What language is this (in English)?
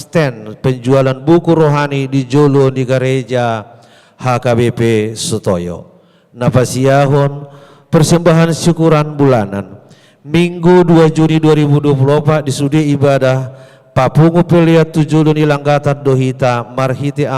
Batak Toba